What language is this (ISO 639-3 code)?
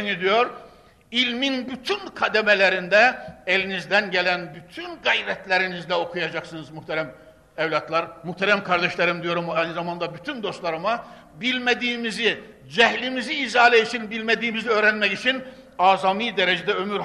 tur